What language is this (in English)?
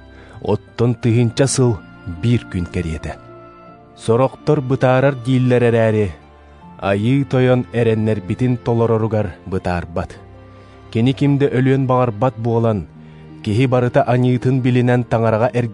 Yakut